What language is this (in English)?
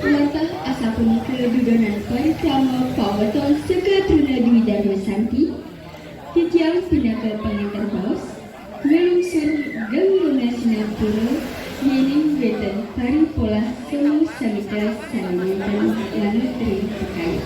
Balinese